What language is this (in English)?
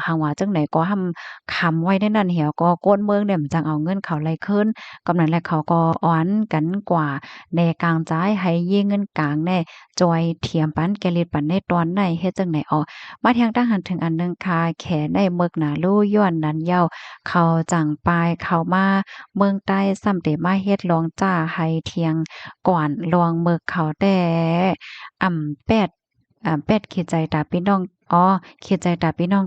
Shan